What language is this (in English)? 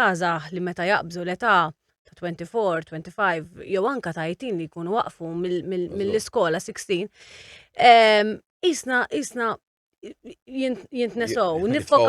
Maltese